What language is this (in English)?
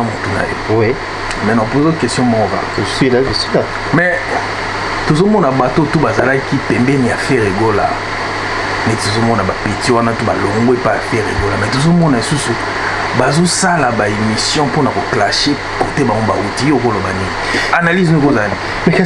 Lingala